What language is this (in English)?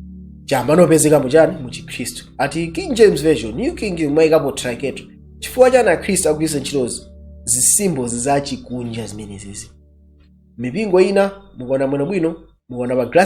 Nyanja